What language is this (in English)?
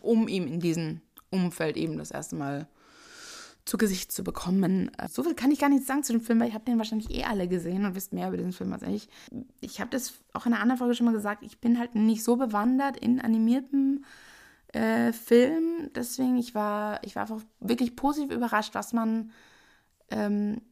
German